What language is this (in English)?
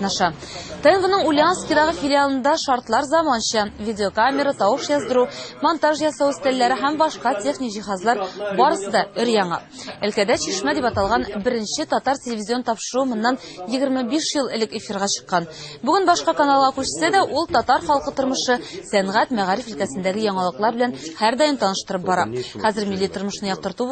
Tatar